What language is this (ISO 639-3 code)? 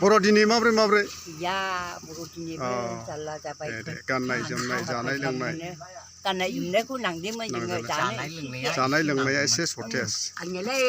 brx